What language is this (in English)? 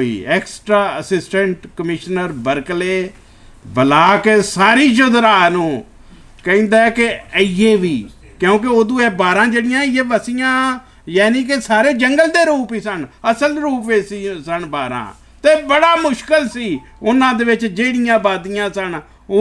Western Panjabi